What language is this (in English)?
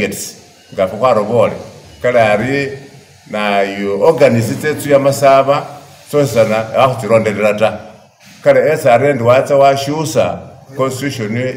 Masaaba